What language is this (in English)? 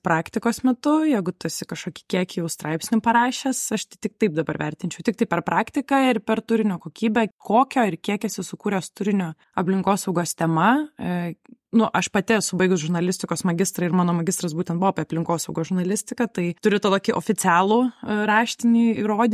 Lithuanian